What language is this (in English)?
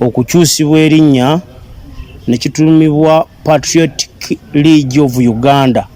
Ganda